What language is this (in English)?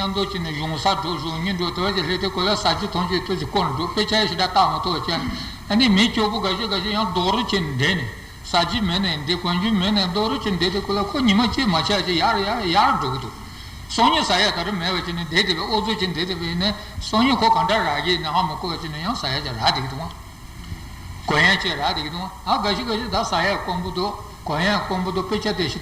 Tibetan